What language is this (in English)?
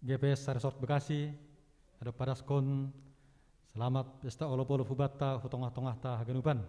Batak Simalungun